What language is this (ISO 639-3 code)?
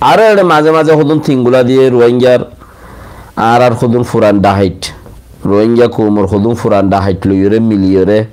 rhg